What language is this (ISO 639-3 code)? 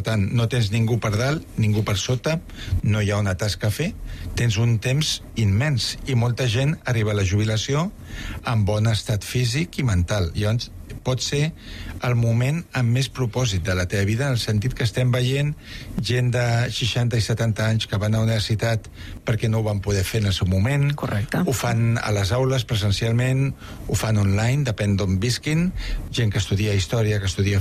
cat